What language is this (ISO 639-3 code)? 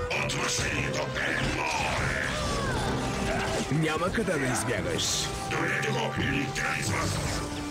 bul